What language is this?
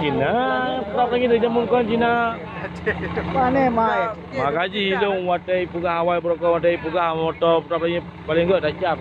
Achinese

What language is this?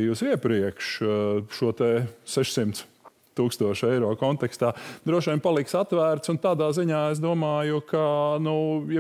Latvian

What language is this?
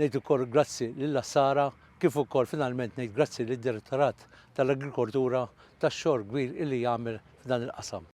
Maltese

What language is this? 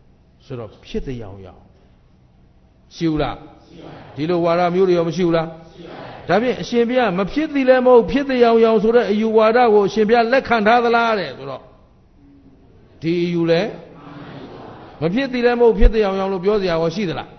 Burmese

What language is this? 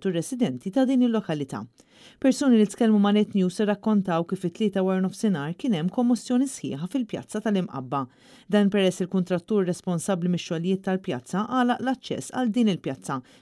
Maltese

